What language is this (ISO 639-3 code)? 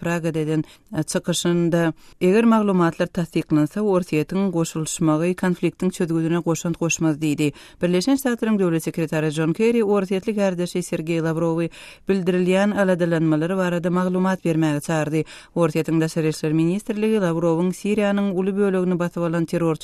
tuk